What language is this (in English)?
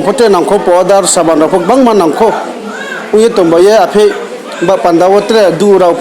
Riang (India)